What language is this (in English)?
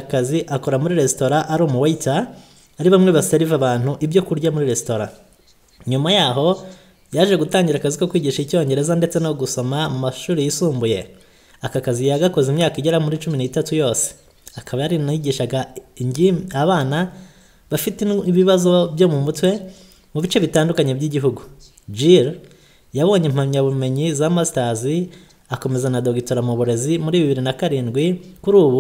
Kinyarwanda